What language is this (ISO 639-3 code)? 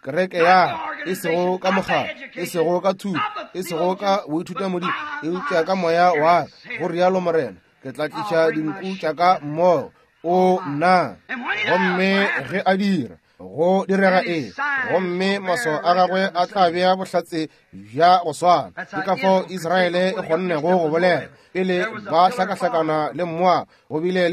nso